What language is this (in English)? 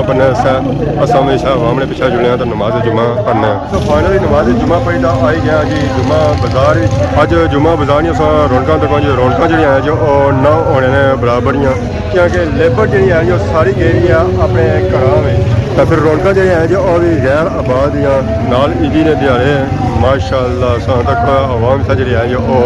Pahari-Potwari